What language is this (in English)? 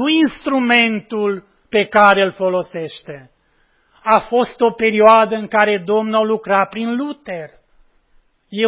Romanian